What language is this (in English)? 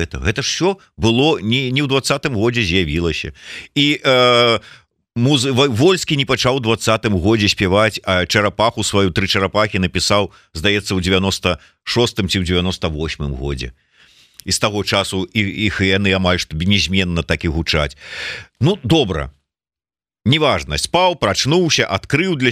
Belarusian